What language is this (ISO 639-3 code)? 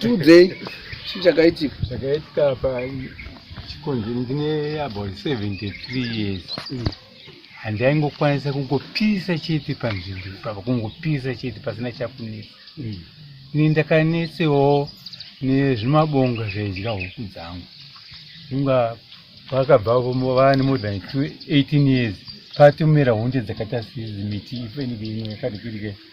sna